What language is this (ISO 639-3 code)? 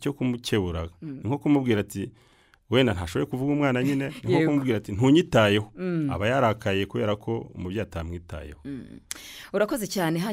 kin